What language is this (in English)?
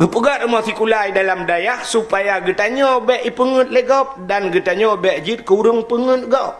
Achinese